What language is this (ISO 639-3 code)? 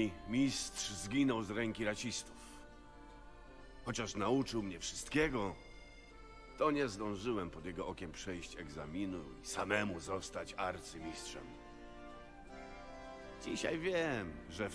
pol